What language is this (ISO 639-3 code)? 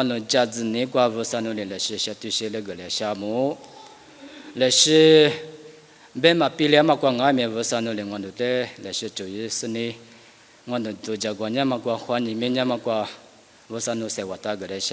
lis